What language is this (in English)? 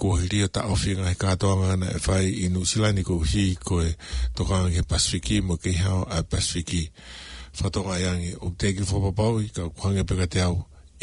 Tongan